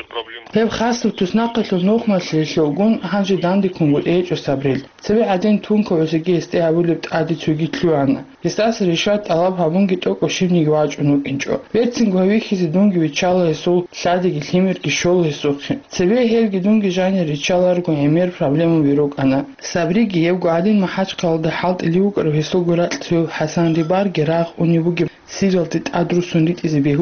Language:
Avaric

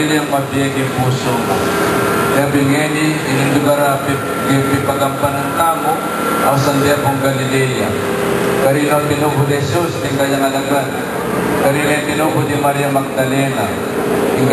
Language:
Pampanga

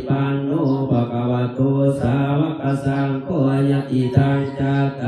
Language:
Northeastern Thai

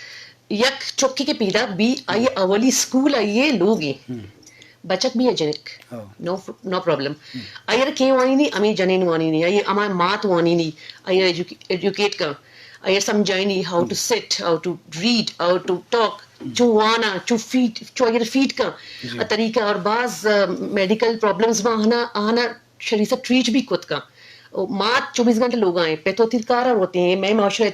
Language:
Eastern Balochi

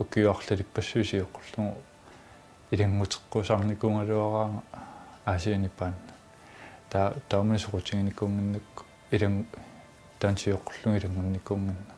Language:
Kalaallisut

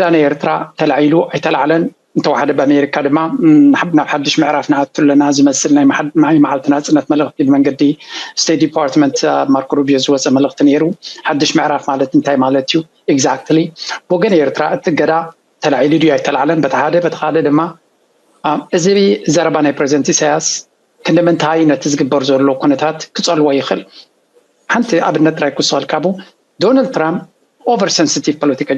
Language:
Tigrinya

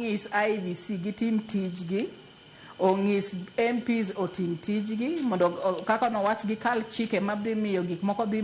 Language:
Luo (Kenya and Tanzania)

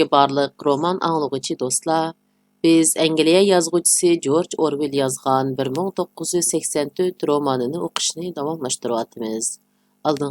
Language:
Uyghur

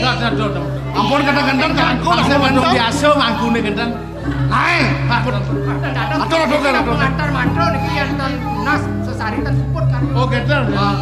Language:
Balinese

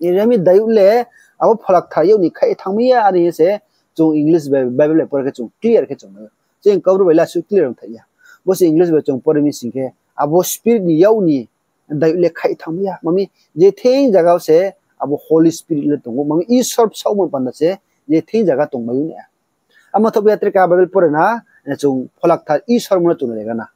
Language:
Riang (India)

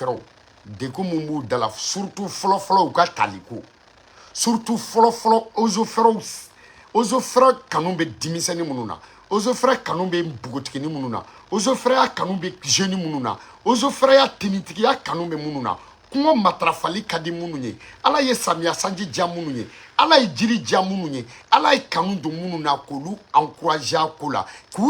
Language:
Bambara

